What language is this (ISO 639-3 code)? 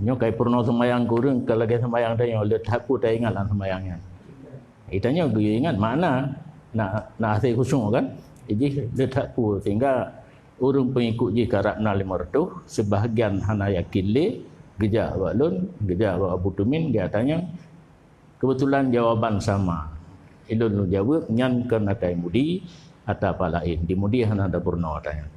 ace